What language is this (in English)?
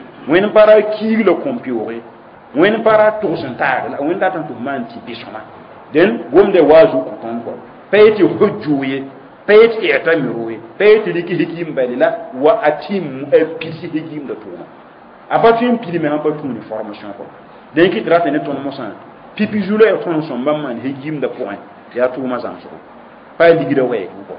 Mossi